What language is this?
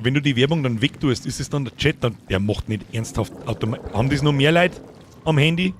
Bavarian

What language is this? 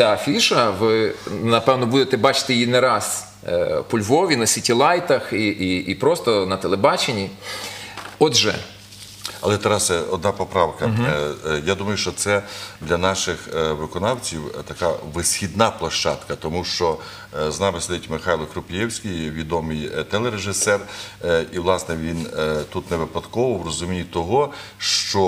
Ukrainian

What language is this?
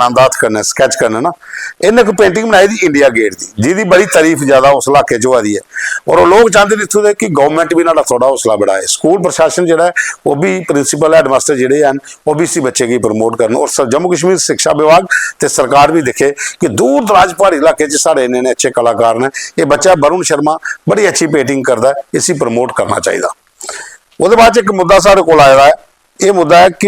Dogri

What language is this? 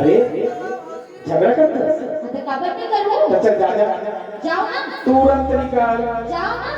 Chhattisgarhi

